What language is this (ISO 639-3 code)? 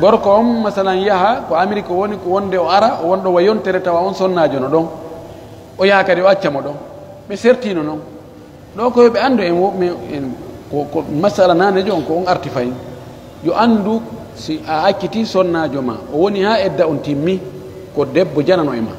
fuf